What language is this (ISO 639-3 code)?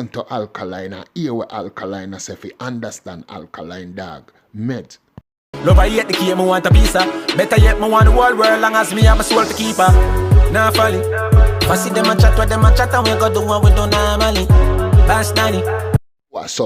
jam